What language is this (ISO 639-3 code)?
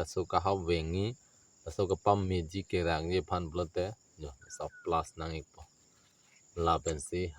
mjw